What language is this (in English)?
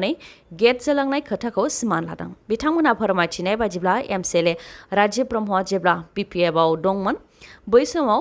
Bodo